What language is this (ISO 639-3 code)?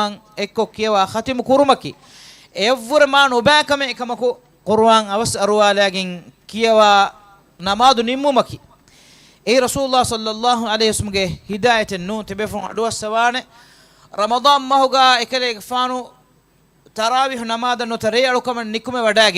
div